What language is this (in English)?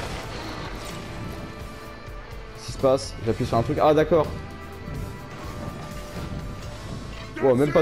French